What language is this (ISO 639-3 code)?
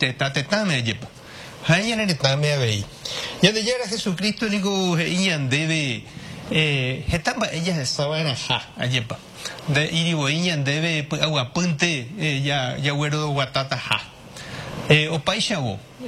grn